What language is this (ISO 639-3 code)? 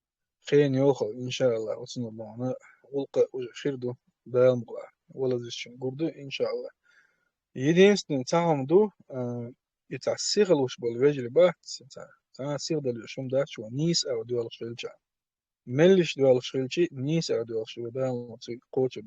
che